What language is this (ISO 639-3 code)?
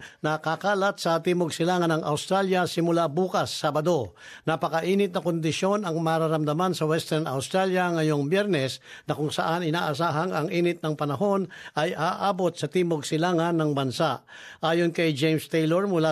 fil